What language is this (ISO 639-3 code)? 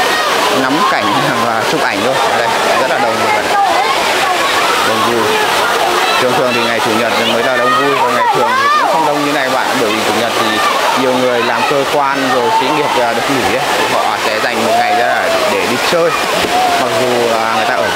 vie